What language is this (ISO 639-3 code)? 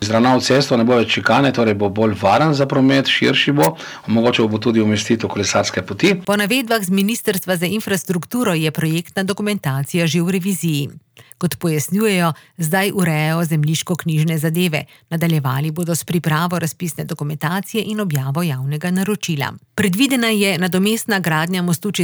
slv